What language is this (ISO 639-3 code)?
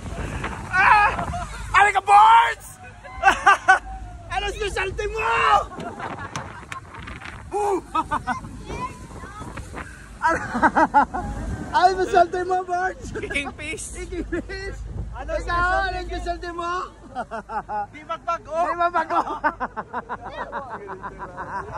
fil